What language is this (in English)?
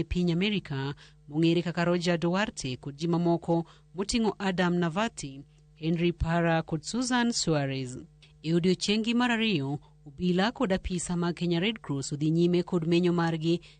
Luo (Kenya and Tanzania)